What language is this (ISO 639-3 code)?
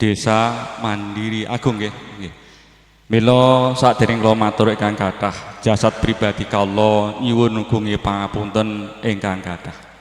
jav